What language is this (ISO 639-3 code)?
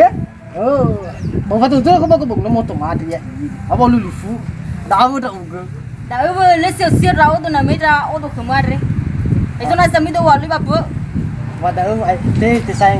nia